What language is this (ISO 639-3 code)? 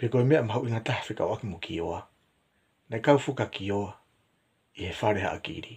ton